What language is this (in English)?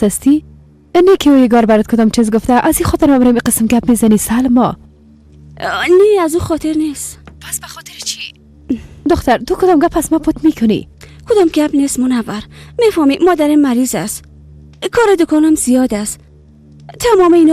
Persian